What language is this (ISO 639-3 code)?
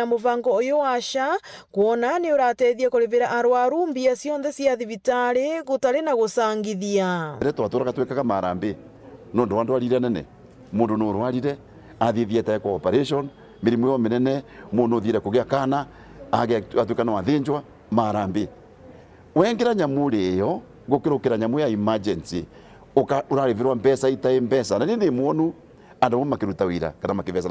mer